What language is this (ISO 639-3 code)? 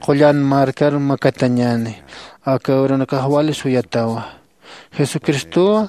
aym